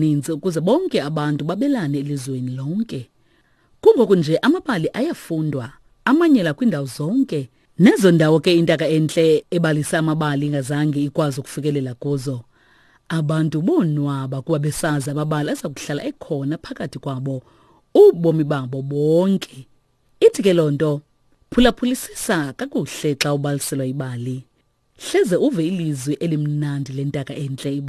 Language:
Xhosa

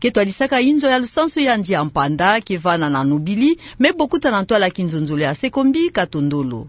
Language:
Kituba (Democratic Republic of Congo)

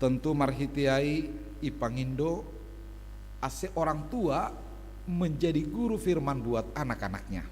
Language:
Batak Simalungun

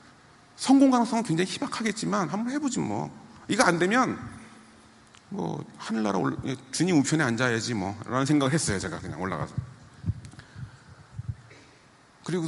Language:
Korean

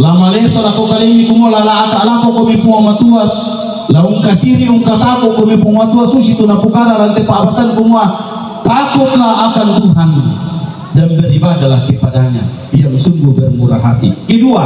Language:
Toraja-Sa'dan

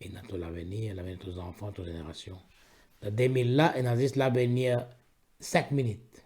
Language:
Morisyen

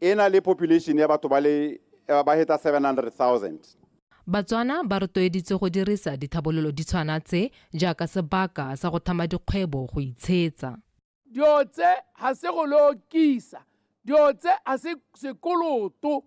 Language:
Tswana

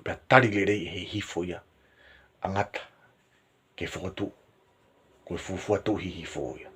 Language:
Tongan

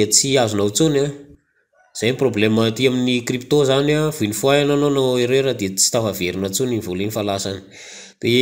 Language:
Malagasy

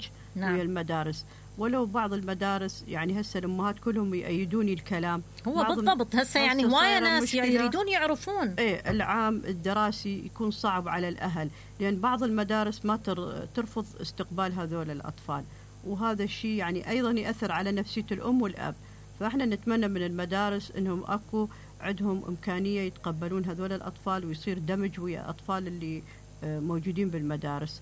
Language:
Mesopotamian Arabic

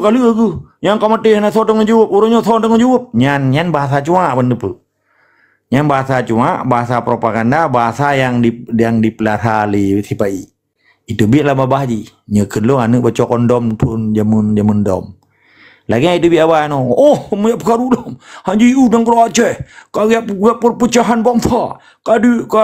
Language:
Achinese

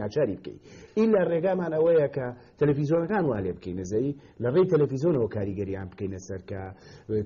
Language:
Central Kurdish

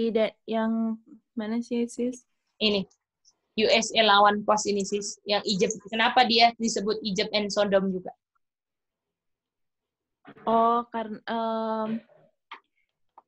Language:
Indonesian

